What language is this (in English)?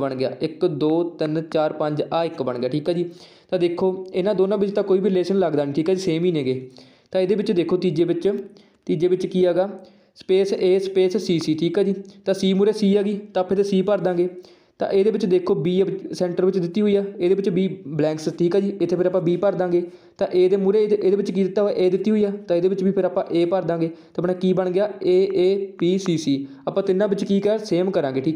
Punjabi